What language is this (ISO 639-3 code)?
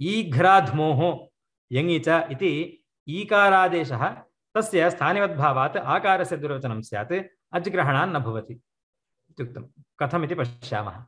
san